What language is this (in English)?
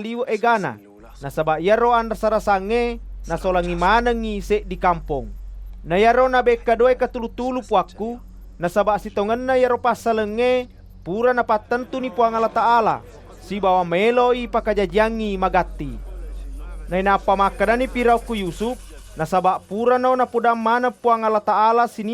Buginese